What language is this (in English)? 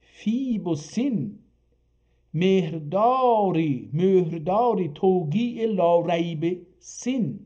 South Azerbaijani